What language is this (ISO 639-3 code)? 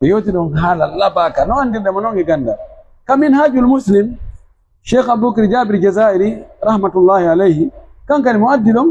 fuf